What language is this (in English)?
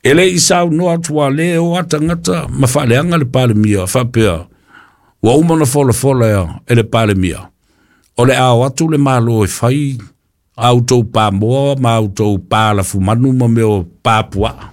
Samoan